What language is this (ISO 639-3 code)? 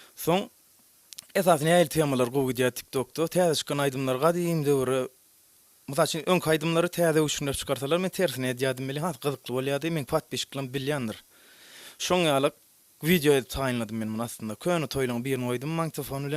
tuk